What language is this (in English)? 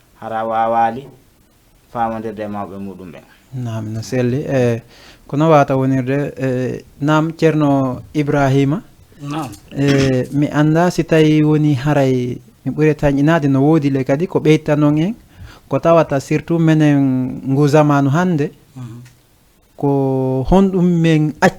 Fula